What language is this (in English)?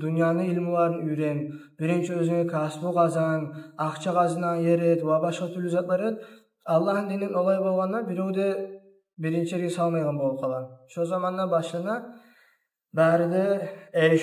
Kumyk